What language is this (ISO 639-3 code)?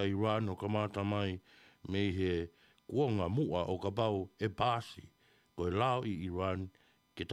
ton